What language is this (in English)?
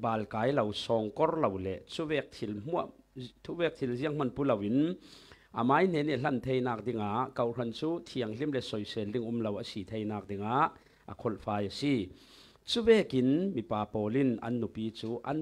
Falam Chin